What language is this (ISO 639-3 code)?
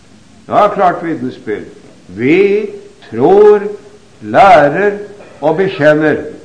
nor